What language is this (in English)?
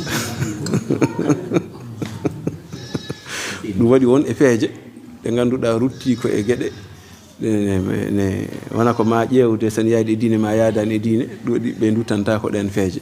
Fula